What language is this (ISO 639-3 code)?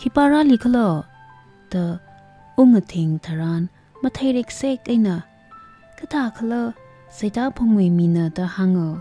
nmf